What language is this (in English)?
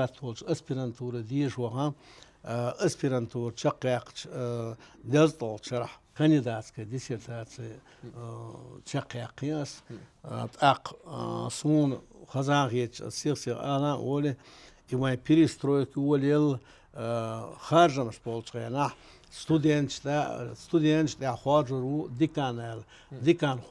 Chechen